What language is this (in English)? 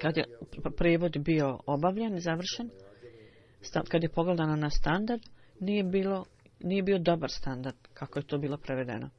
Bosnian